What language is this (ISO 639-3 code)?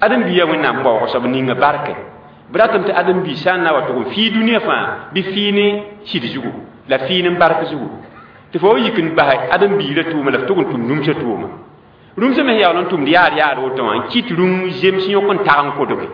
mos